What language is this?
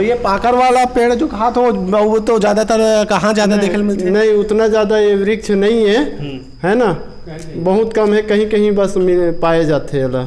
Chhattisgarhi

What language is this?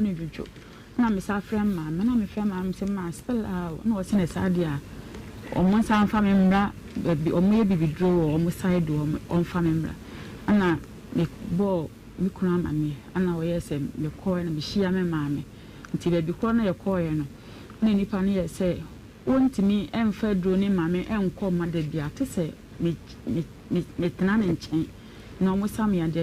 Akan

